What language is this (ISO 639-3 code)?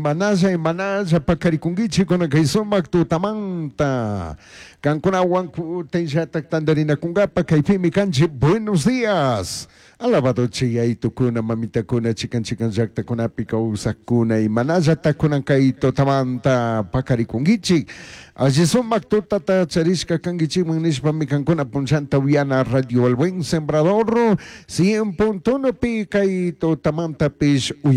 qug